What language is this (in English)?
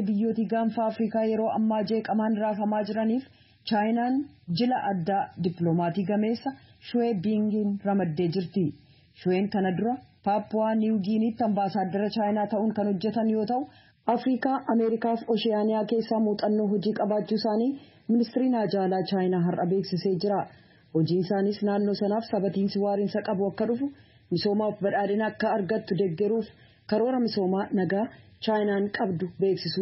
Oromo